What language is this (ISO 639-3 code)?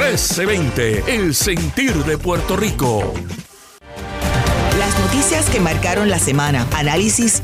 spa